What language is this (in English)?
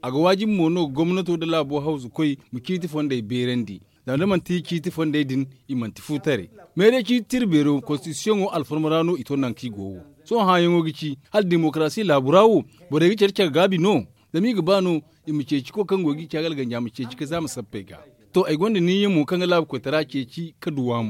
Zarma